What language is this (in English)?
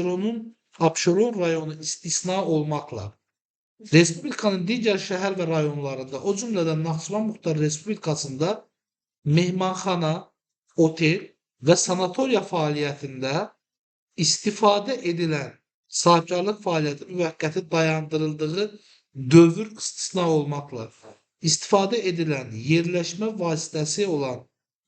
Azerbaijani